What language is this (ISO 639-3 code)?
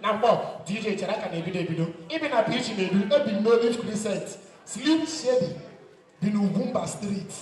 ibo